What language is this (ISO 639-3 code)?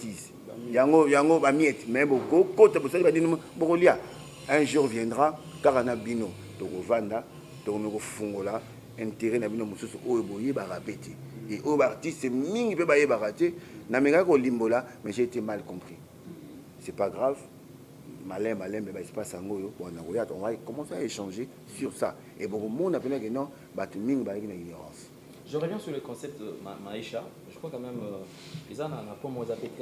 lin